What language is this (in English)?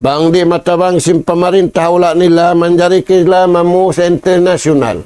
Tausug